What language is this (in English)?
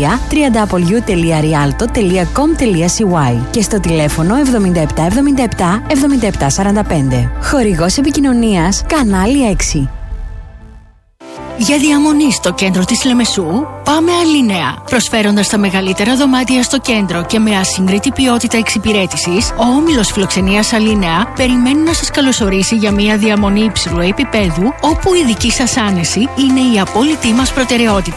Greek